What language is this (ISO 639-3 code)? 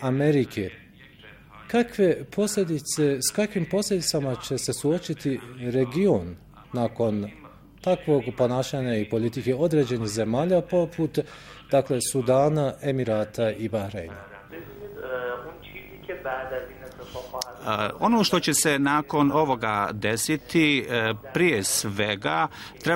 bos